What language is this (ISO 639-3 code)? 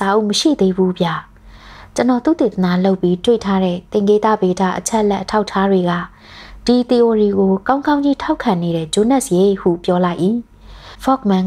mya